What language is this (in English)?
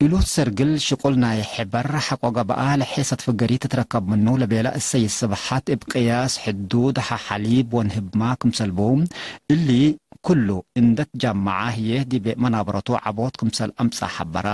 Tigre